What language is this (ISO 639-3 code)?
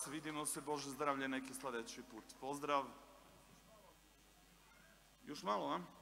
srp